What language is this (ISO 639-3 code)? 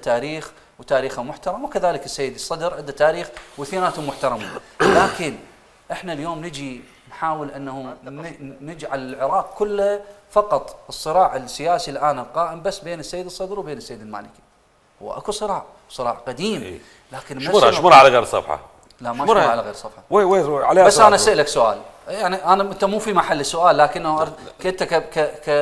acm